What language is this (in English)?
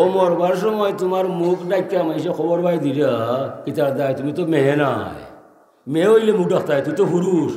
Sylheti